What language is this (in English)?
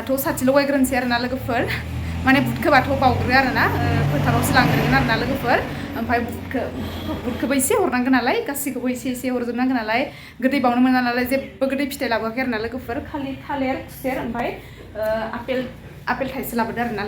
Bodo